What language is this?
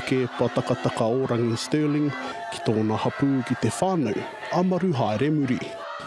Māori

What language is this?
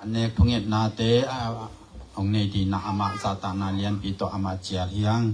Tedim Chin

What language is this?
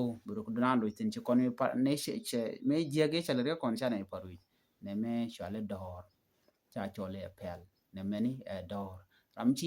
Nuer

